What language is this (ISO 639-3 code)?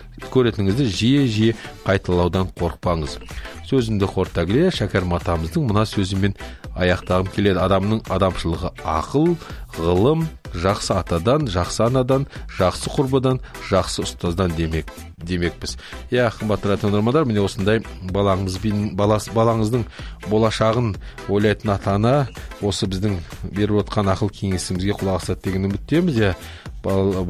kaz